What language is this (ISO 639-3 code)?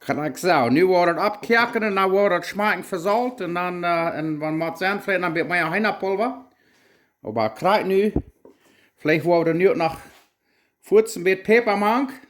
pdt